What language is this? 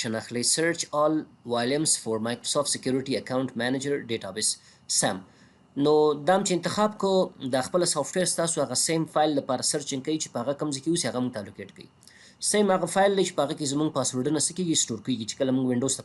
Pashto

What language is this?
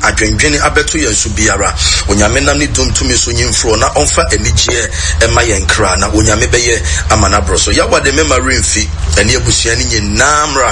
Akan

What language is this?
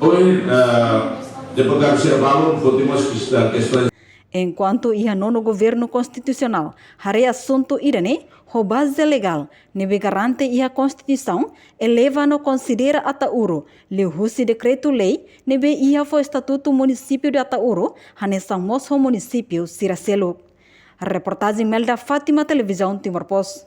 Tetum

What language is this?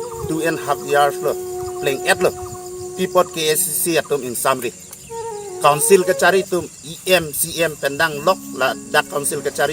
Karbi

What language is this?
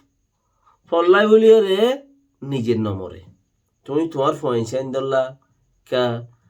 Rohingya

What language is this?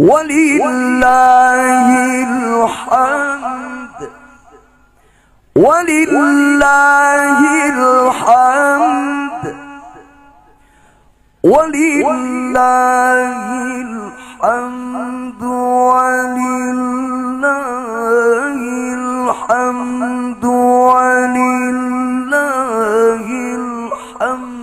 Arabic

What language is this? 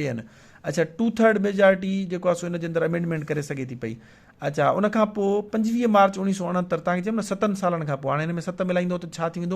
Sindhi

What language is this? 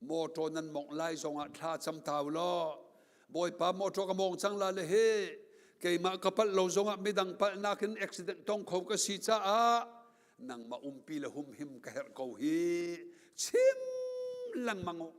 Hakha Chin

